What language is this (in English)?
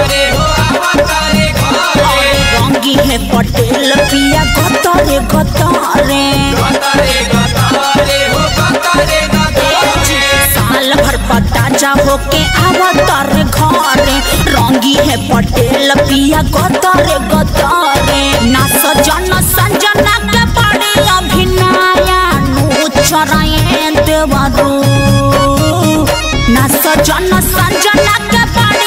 Bhojpuri